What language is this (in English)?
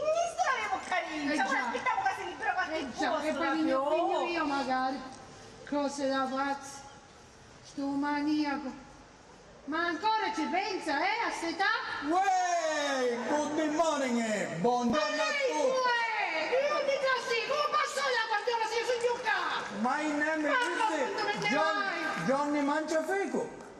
Sicilian